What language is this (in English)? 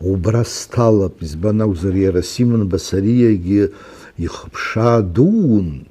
Abkhazian